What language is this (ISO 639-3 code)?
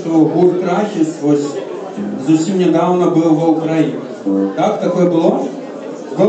bel